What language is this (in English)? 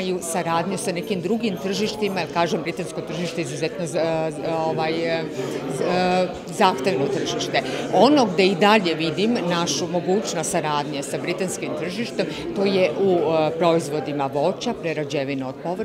Serbian